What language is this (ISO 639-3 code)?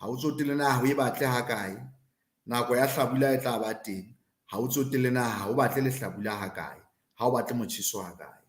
sot